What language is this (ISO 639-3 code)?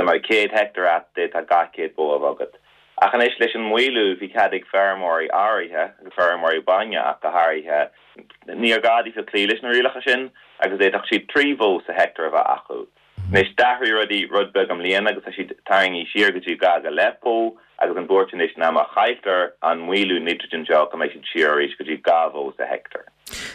gle